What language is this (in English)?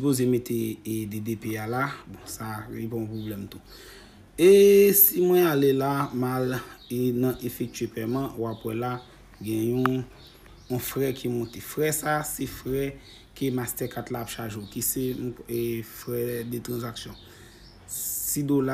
Haitian Creole